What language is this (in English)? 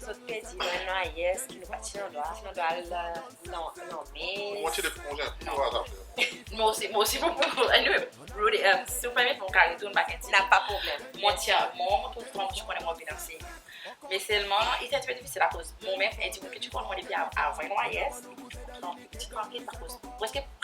Seselwa Creole French